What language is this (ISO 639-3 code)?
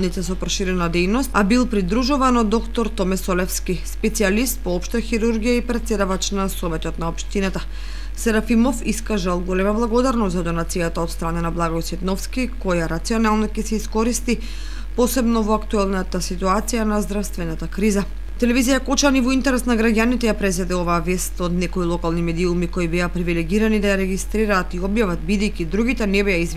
mkd